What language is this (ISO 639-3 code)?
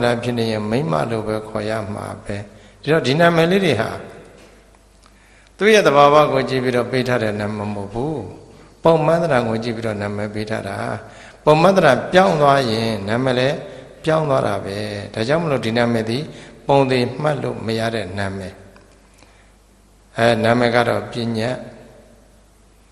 mya